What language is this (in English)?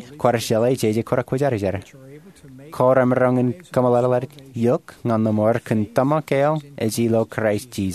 Marshallese